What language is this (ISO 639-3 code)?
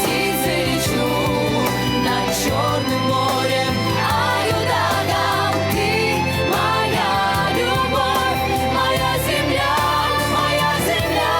crh